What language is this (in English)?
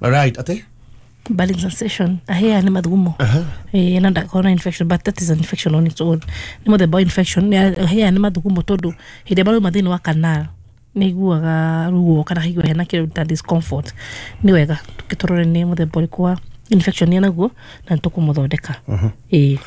Kikuyu